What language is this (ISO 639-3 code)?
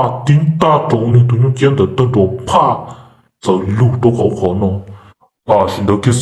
hmn